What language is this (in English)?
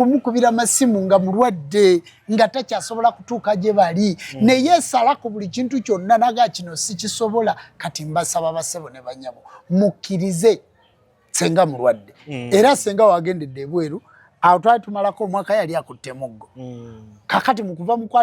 Ganda